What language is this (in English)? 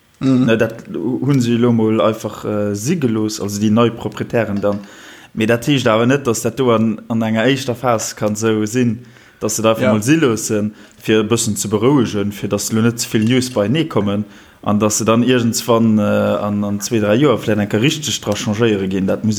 Luxembourgish